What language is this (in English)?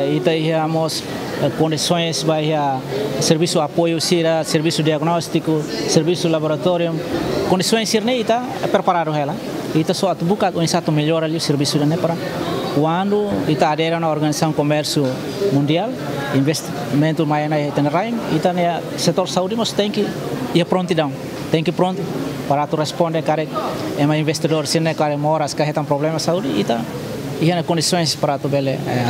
Tetum